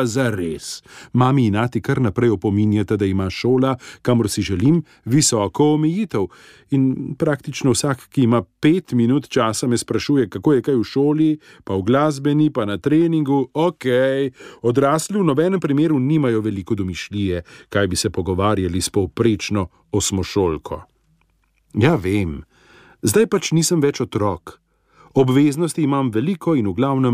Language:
Slovenian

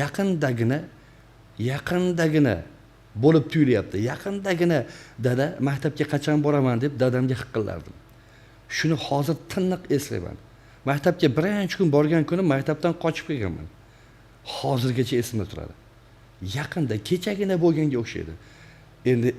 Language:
Uzbek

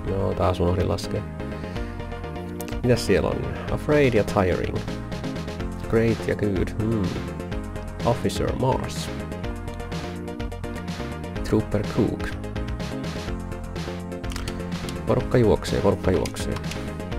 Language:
Finnish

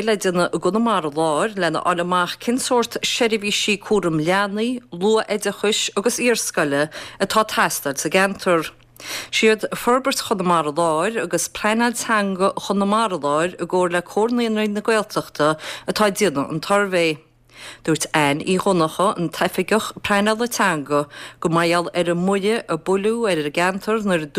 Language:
Irish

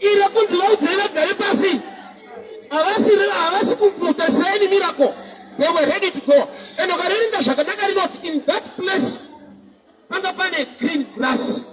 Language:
Shona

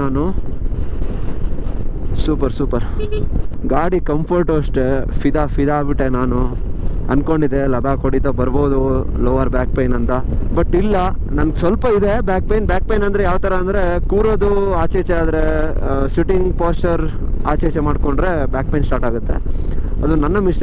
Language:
Kannada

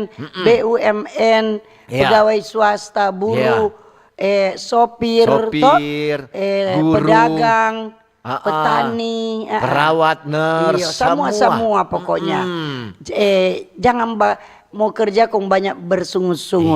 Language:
Manado Malay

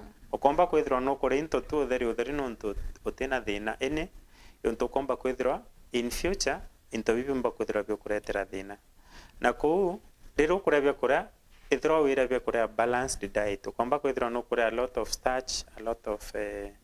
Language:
Meru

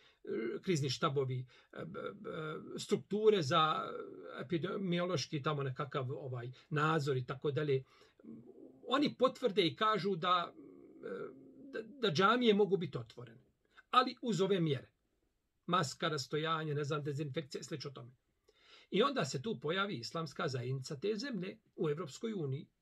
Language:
Bosnian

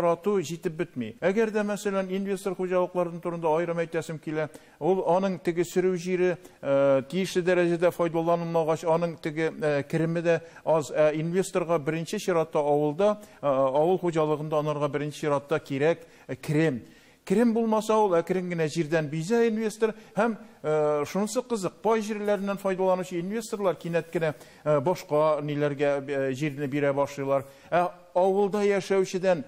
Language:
Tatar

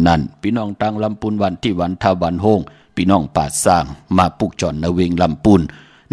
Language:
Shan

